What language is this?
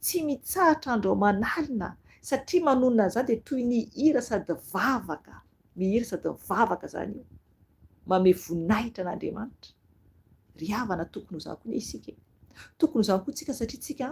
Malagasy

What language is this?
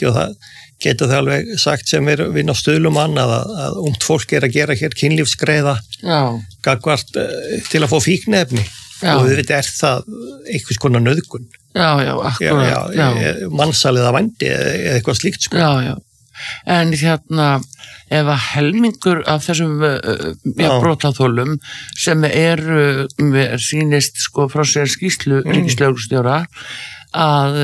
Icelandic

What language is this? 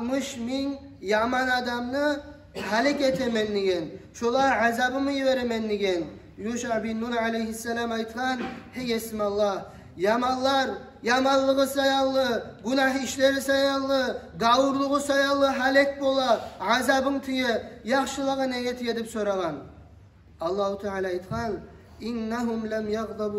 Kumyk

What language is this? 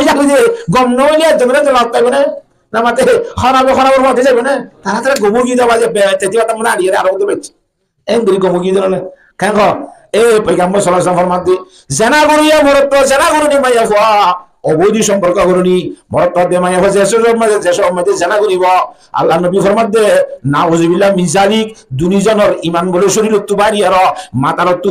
Rohingya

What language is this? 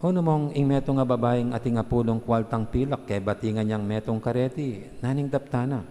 Pampanga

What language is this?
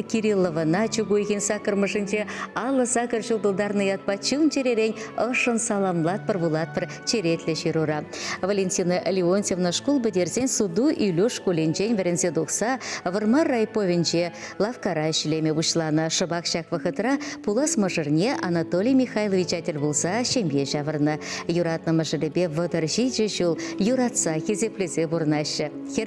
Chuvash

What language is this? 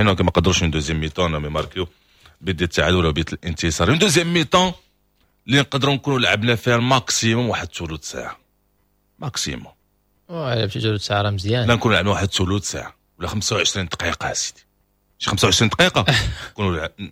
Moroccan Arabic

